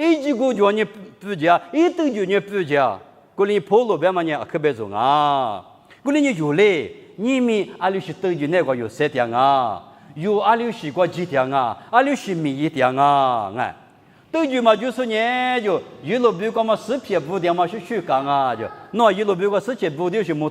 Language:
Lisu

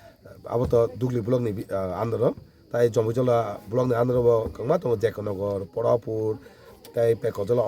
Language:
Kok Borok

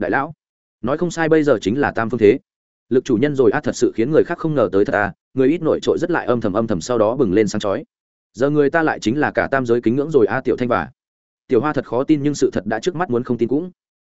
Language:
Vietnamese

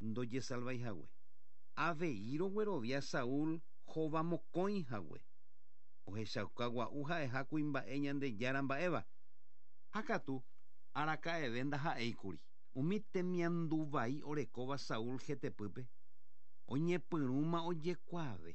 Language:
Guarani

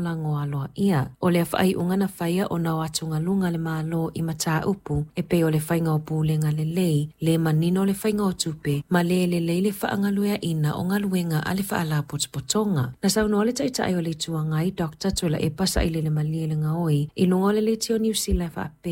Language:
Samoan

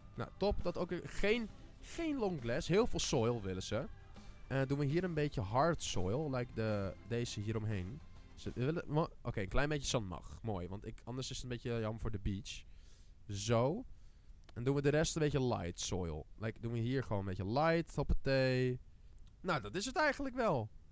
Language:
Dutch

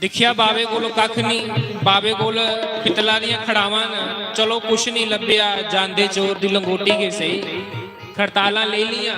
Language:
Dogri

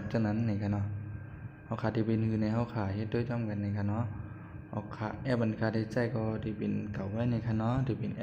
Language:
Shan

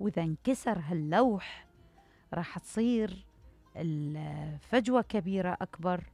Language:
Mesopotamian Arabic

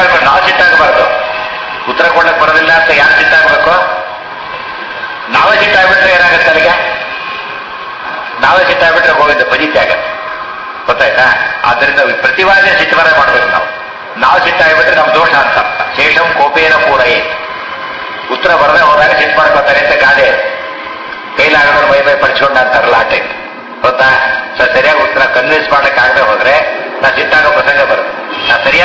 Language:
Kannada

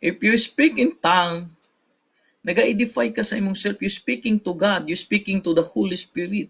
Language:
Cebuano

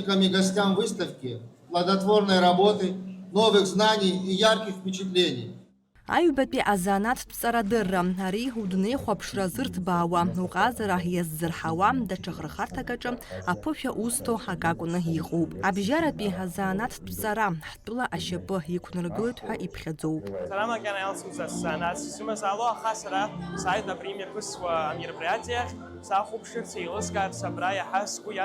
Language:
Abkhazian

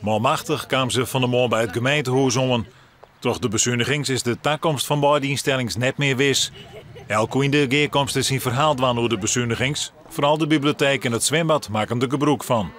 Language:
Western Frisian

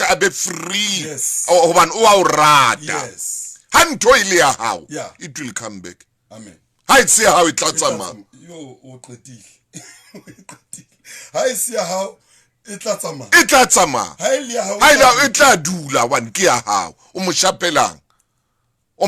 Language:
Southern Sotho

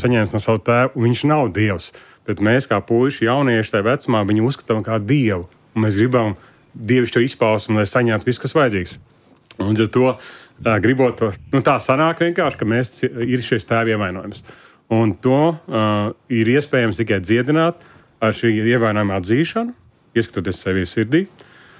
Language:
Latvian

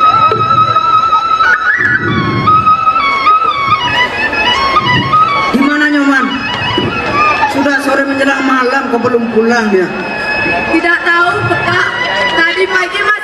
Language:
Indonesian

